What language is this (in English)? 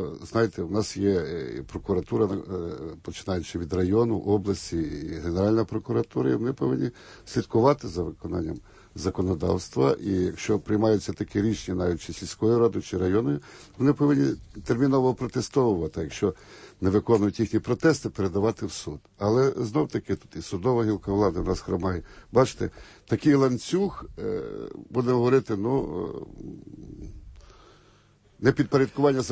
Ukrainian